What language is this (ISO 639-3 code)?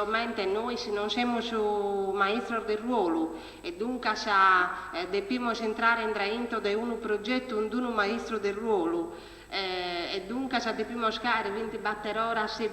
srd